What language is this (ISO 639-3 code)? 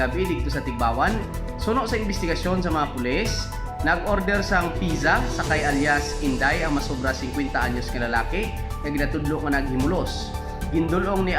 hil